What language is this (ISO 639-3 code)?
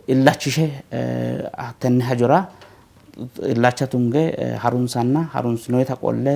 sid